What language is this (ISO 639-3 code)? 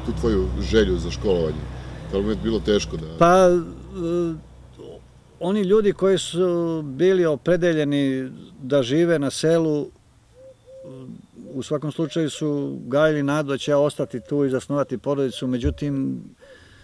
srp